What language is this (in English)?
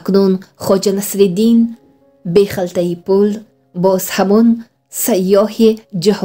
Tajik